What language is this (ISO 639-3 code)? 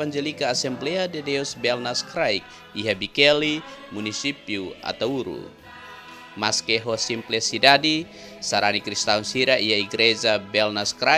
tet